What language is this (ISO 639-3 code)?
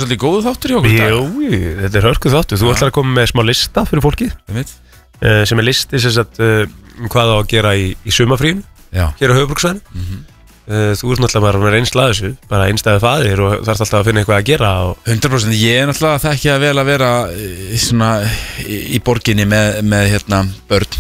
isl